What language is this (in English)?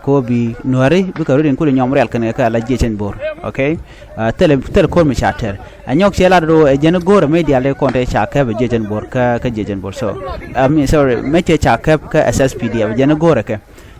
Nuer